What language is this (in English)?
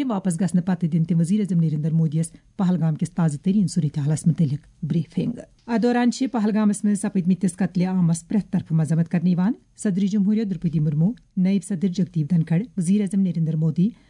Kashmiri